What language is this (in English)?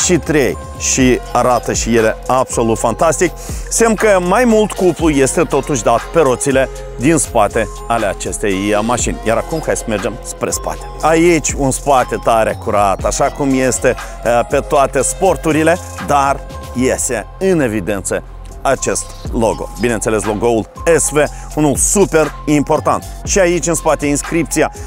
Romanian